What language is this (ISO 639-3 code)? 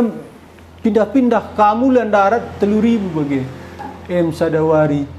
btx